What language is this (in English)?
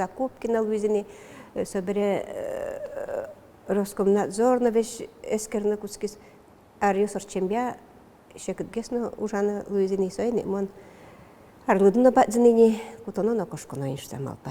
Udmurt